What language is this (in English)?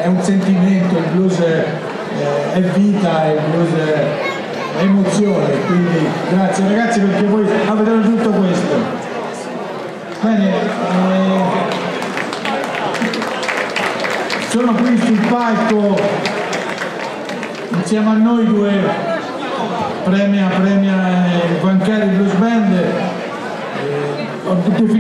Italian